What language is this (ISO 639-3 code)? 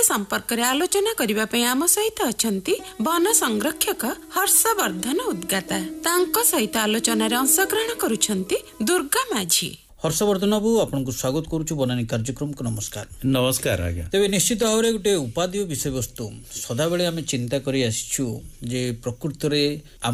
ori